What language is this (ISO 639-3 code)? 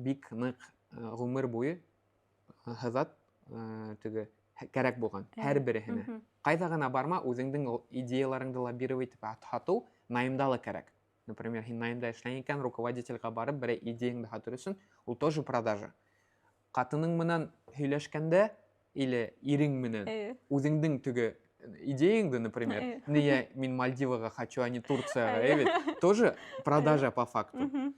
bak